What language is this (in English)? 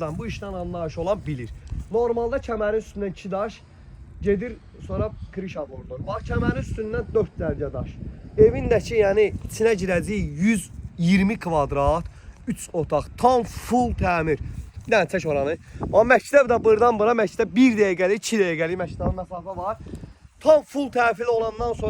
Azerbaijani